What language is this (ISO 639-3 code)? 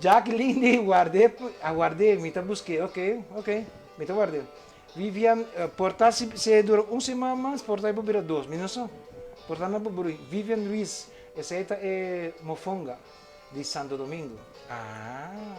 pap